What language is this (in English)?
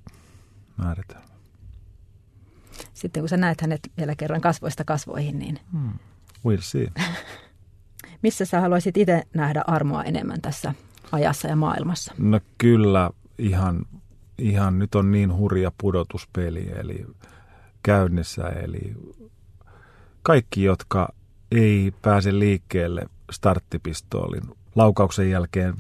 Finnish